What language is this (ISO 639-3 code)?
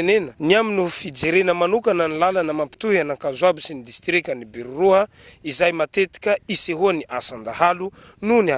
mlg